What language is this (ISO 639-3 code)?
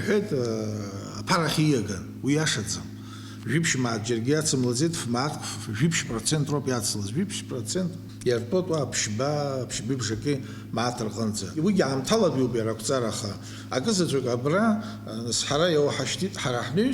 abk